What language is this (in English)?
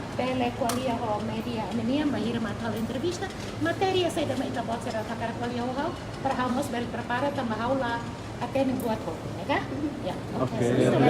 Tetum